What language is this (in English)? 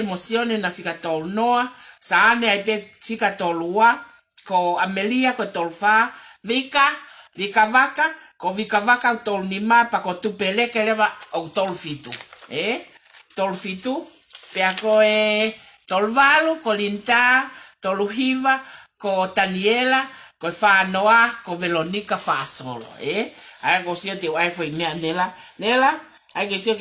Tongan